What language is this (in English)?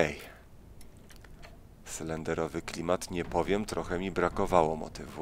Polish